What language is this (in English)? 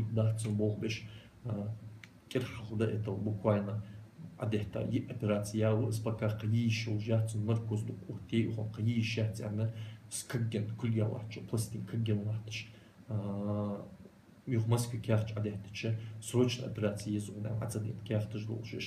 Ingush